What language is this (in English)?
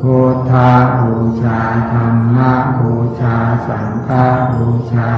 Pali